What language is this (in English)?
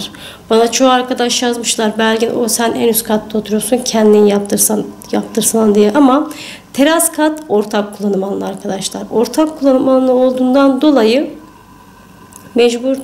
Turkish